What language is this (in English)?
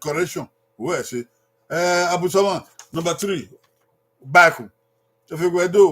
Bini